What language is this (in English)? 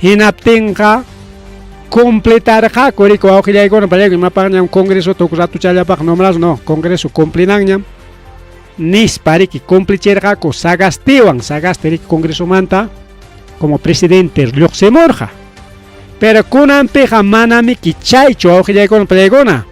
Ayacucho Quechua